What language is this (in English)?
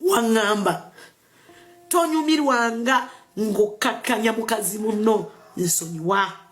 Ganda